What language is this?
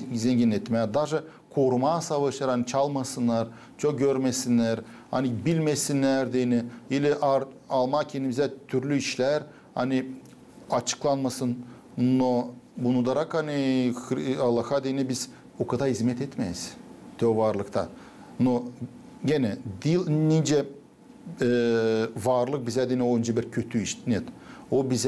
Gagauz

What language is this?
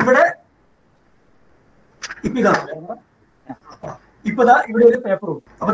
Malayalam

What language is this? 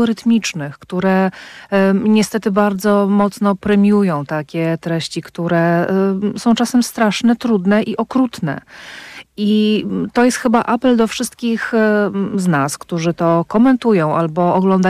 Polish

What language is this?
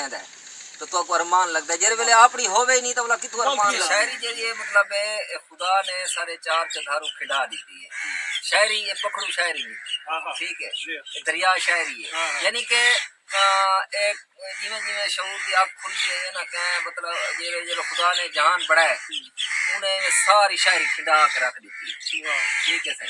Saraiki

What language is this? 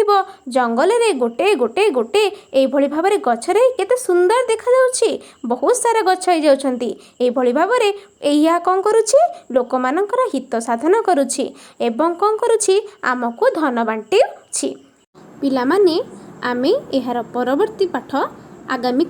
Odia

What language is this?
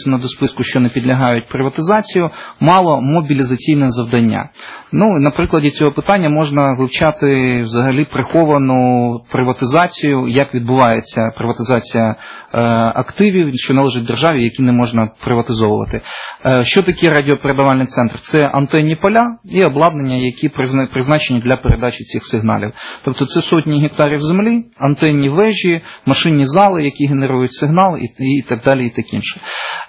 Ukrainian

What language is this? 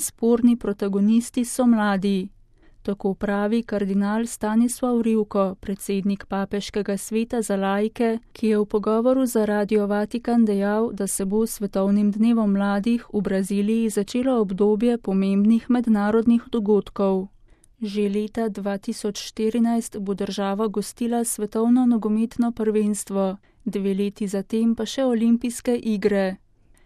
Slovenian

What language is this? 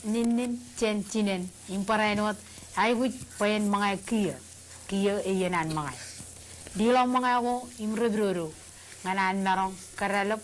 Marshallese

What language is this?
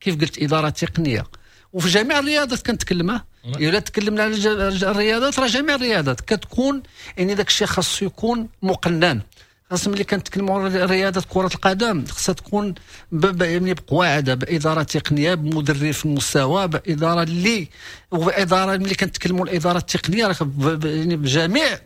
Moroccan Arabic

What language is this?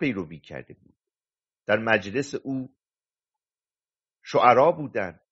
Persian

